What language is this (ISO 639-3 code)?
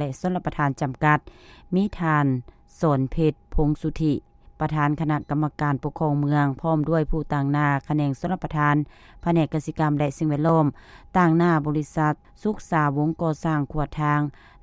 lao